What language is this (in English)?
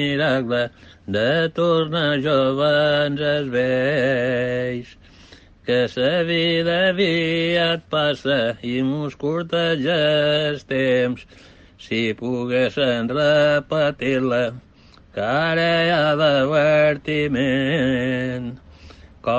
Catalan